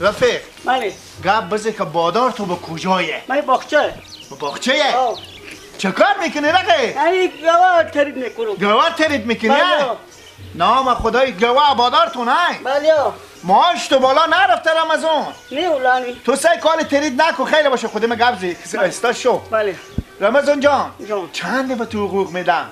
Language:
Persian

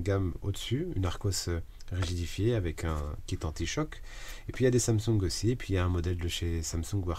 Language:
French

